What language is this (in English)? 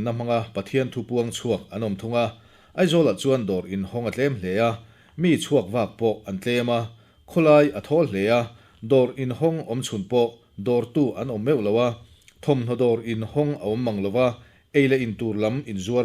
Mizo